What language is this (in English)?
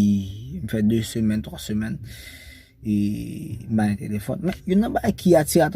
Haitian Creole